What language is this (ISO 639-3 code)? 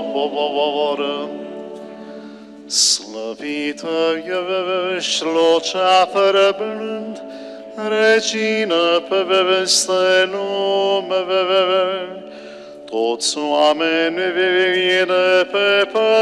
ron